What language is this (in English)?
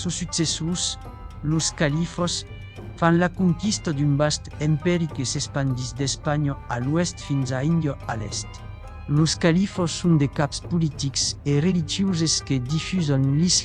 Occitan